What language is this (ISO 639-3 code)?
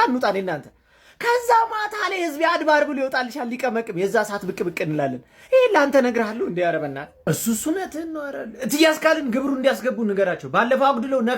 amh